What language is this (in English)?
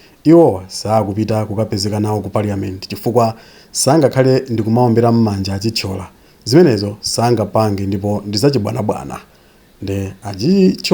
Nyanja